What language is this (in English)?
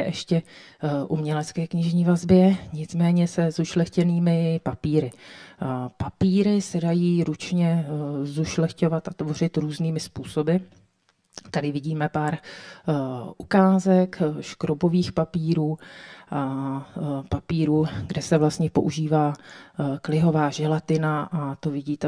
Czech